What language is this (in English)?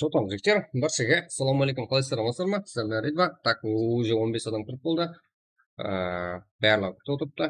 Kara-Kalpak